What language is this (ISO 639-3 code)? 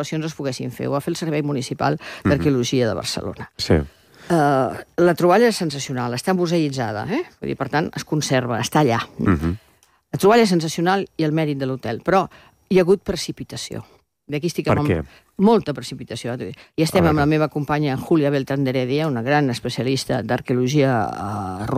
cat